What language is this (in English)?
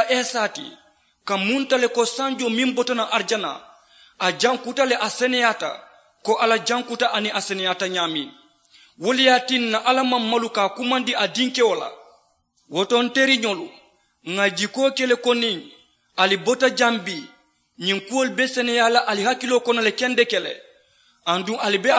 Mandingo